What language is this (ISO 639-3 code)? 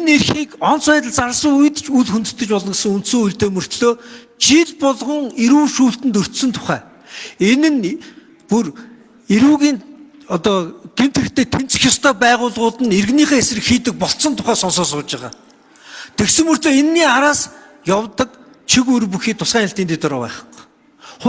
mon